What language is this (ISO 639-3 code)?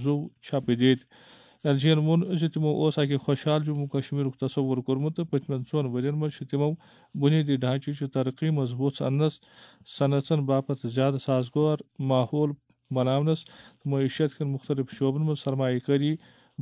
kas